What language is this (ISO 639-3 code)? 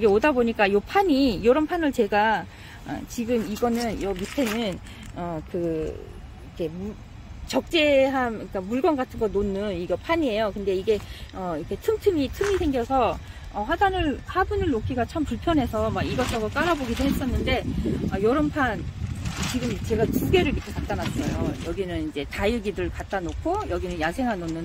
kor